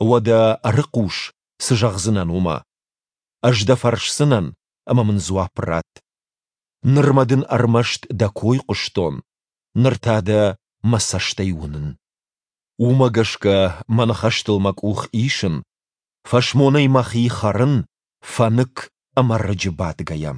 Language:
Ossetic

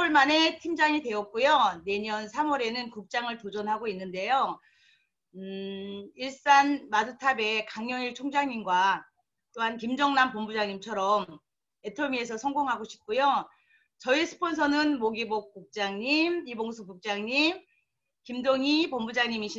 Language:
Korean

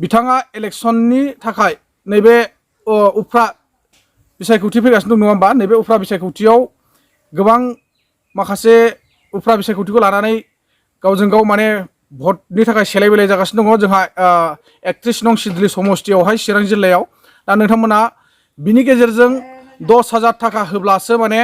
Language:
Bodo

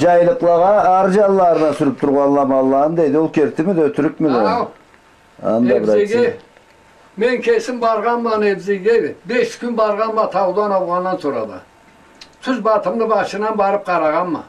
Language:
Karachay-Balkar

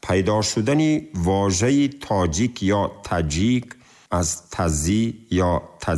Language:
Tajik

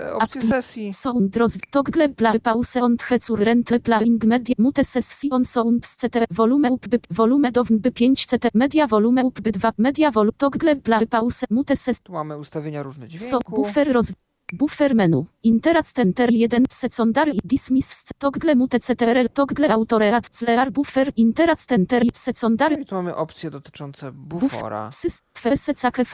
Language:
Polish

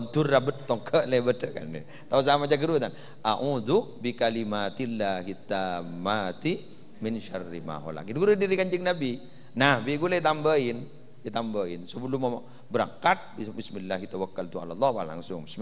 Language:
Madurese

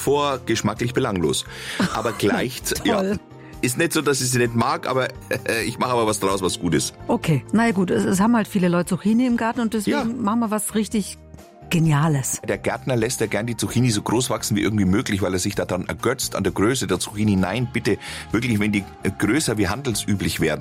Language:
German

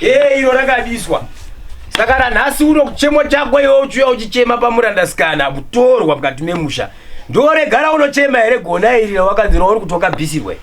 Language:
Shona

